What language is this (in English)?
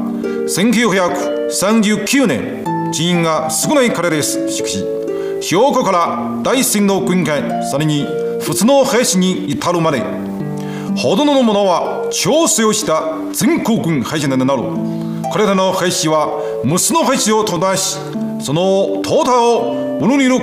Japanese